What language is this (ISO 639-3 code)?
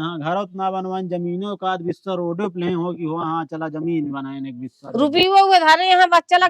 awa